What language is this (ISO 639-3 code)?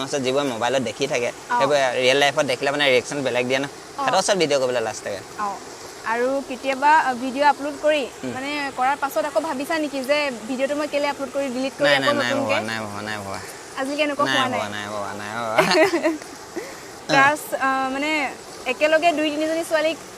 asm